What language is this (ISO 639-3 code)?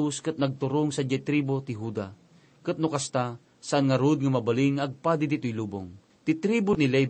ilo